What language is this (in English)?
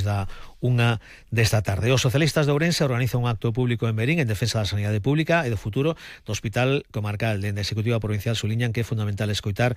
Galician